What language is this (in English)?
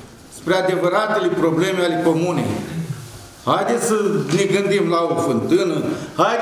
Romanian